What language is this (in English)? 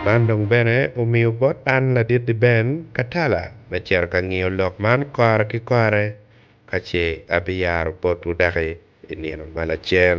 Acoli